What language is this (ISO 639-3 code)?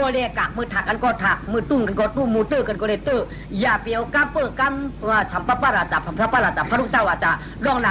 shn